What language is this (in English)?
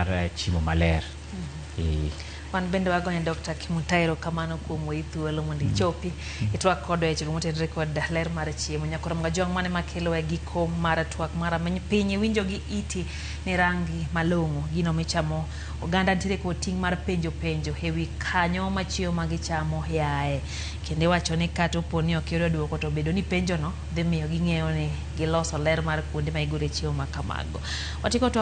Luo (Kenya and Tanzania)